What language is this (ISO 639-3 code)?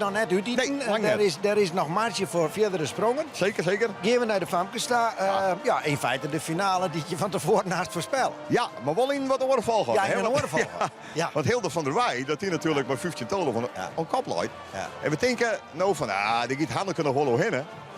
fry